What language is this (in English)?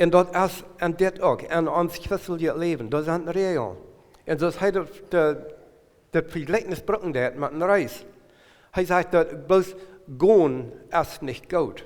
Plautdietsch